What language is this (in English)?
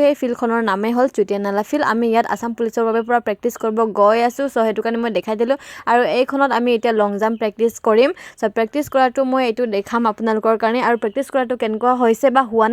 Assamese